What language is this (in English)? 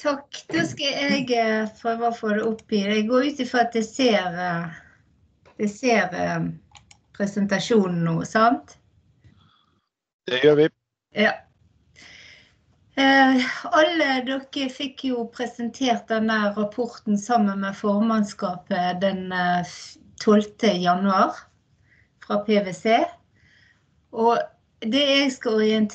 Norwegian